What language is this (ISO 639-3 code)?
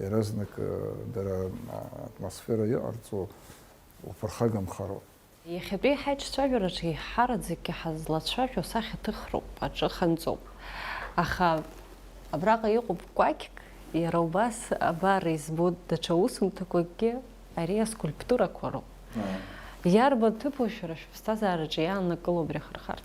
abk